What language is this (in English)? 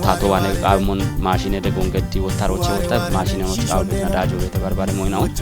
Kafa